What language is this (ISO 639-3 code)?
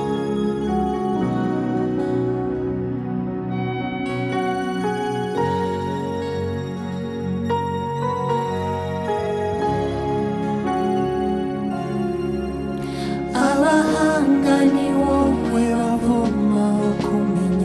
kin